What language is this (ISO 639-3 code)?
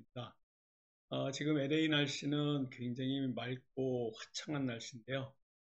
kor